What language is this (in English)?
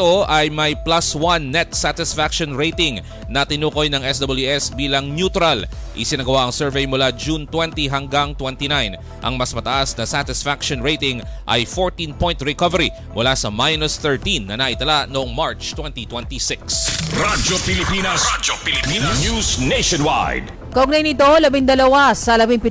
Filipino